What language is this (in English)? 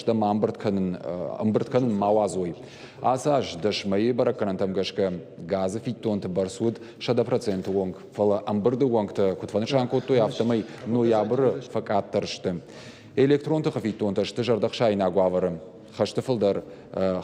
Ossetic